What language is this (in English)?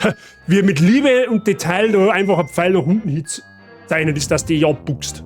Bavarian